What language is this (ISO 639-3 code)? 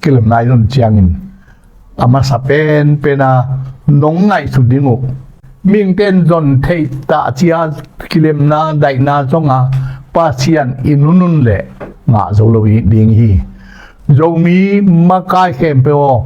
ctd